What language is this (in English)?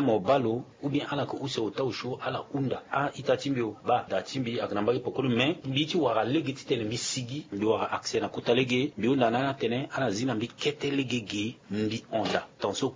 Sango